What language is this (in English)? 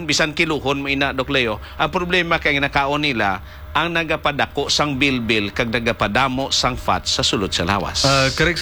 Hiligaynon